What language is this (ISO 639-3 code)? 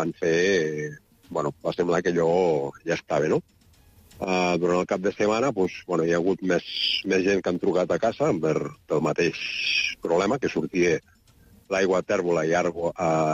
cat